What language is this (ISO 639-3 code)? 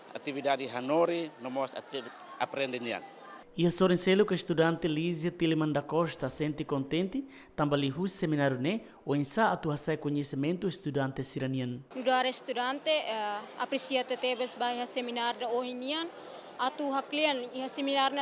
tet